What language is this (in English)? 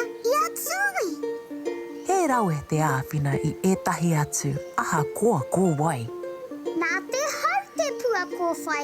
Māori